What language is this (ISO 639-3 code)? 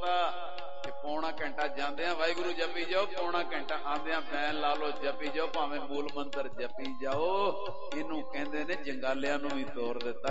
pan